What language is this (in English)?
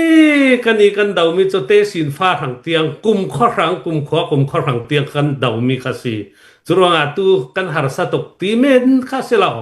Hakha Chin